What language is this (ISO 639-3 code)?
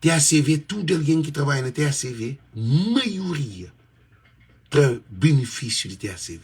kea